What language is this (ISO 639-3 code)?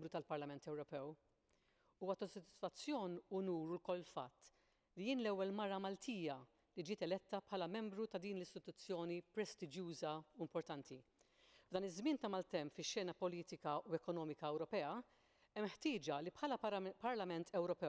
mlt